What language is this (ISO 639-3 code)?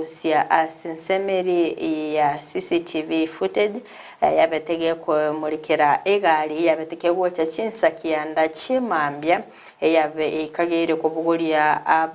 guz